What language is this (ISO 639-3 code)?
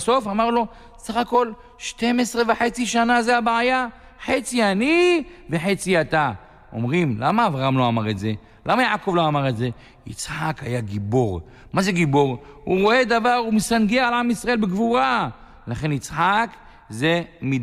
heb